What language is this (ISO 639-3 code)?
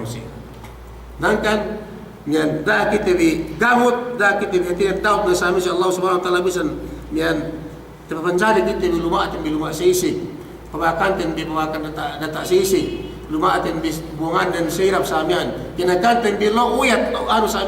yka